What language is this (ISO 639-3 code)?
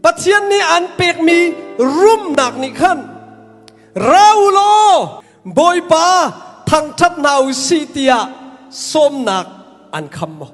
cnh